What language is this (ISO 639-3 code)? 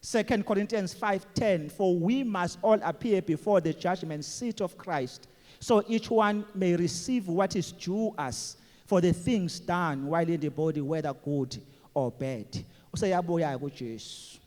zul